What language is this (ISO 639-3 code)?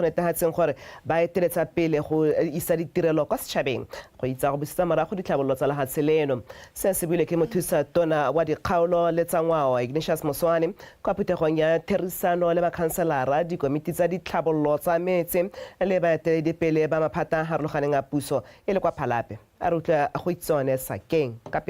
tsn